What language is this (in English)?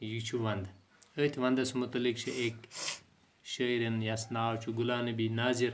Kashmiri